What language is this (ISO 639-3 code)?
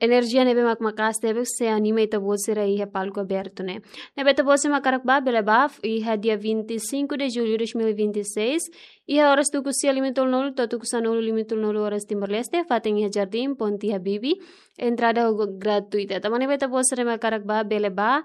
tet